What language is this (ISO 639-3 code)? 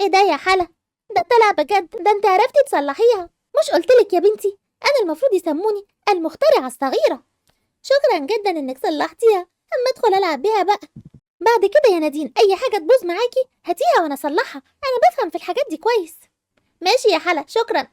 arz